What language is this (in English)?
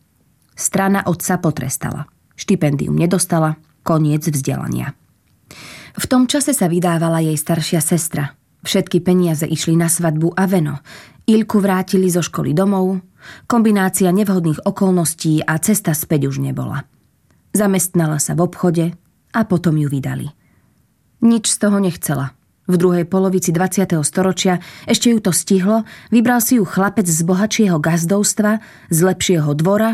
Slovak